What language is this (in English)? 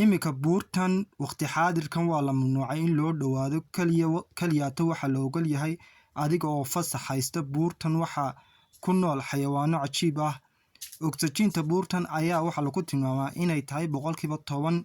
Somali